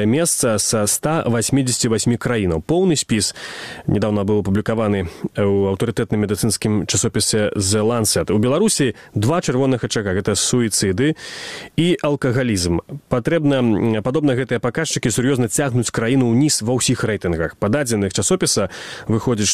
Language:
Belarusian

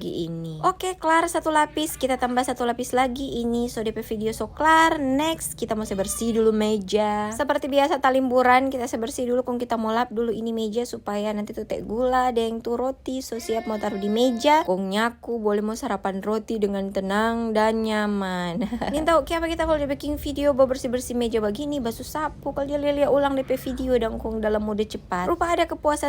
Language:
Manado Malay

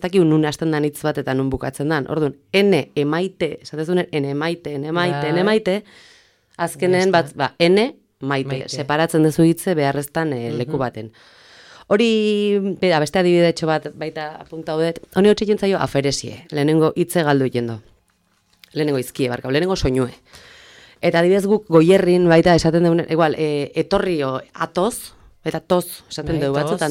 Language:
Basque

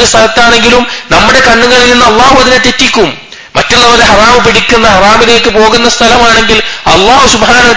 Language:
Malayalam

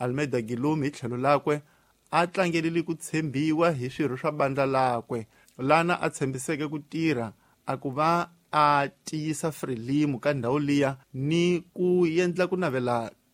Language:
Tsonga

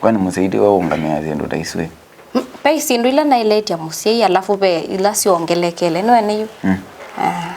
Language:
Kamba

